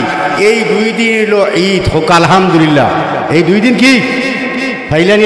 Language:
Sylheti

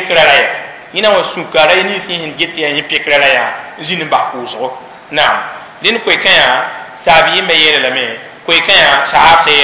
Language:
Mossi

